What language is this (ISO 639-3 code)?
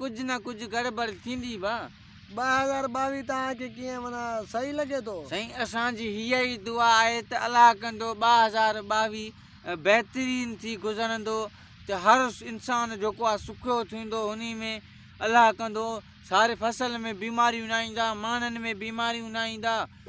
snd